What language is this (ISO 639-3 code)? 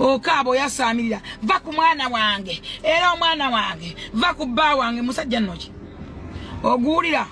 lug